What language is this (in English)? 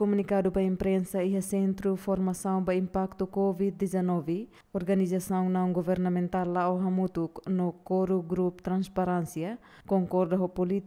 Tetum